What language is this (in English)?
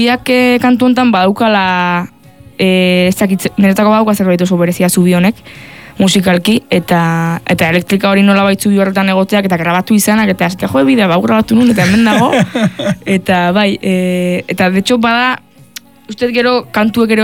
Basque